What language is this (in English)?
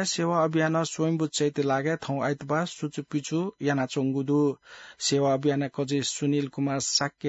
Newari